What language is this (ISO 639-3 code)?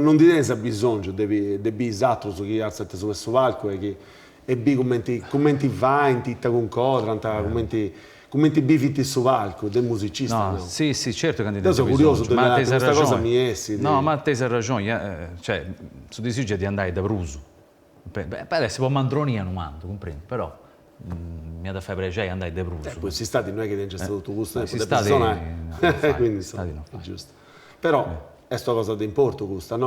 srd